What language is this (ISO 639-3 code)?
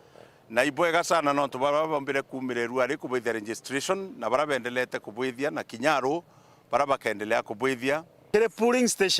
mer